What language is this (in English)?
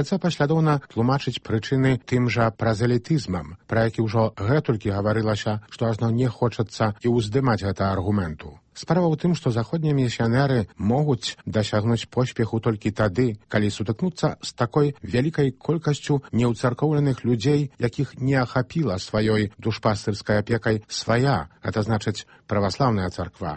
Belarusian